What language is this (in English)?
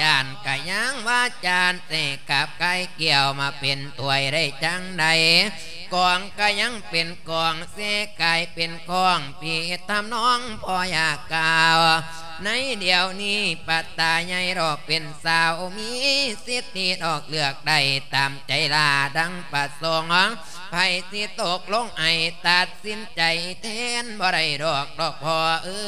Lao